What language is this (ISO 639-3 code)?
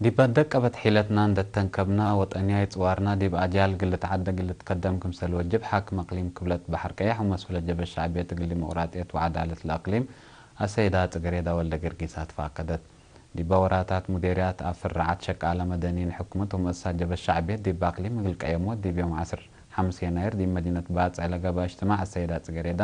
tig